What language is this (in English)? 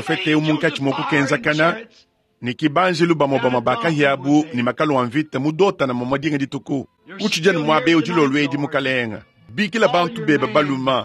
Luba-Lulua